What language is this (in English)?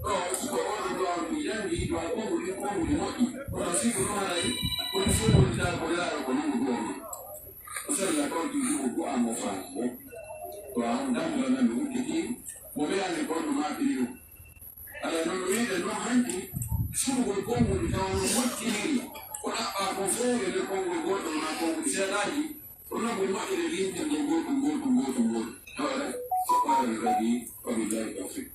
Pular